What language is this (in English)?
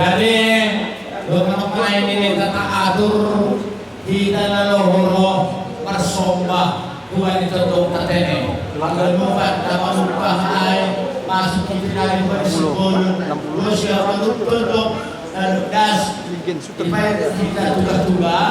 Batak Simalungun